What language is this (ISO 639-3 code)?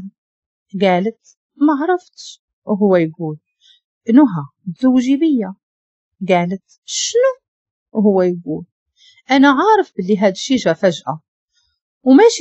ary